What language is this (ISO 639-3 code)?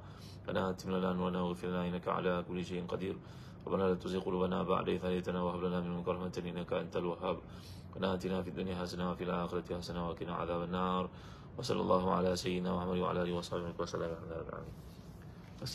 msa